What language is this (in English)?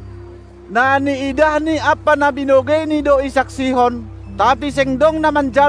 Batak Simalungun